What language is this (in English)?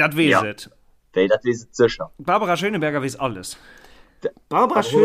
Luxembourgish